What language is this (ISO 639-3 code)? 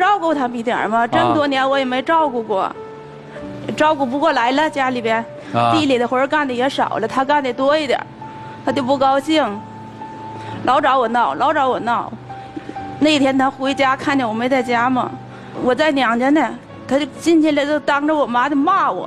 zho